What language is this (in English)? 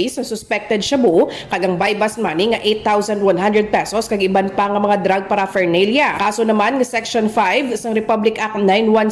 Hiligaynon